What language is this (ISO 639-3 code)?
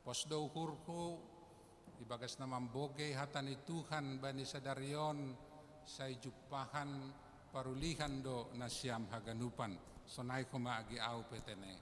bts